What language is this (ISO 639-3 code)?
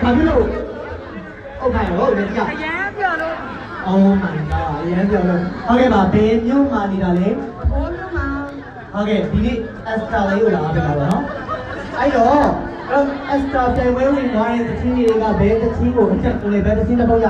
mya